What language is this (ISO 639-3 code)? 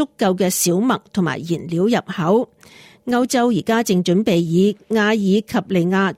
yue